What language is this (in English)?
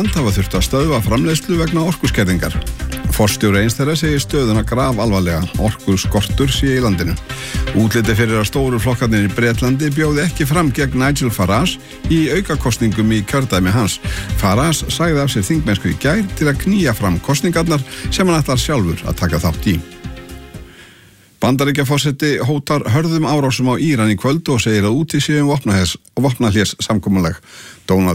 Icelandic